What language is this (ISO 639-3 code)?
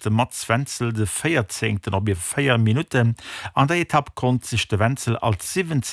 ltz